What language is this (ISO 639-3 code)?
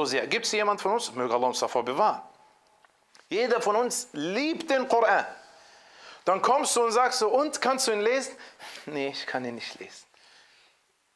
deu